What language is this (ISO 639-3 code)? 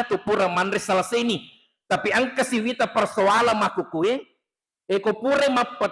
bug